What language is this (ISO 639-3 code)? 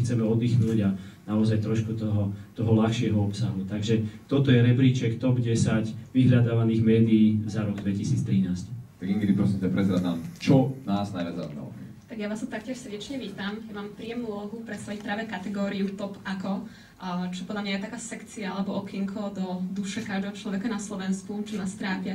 slk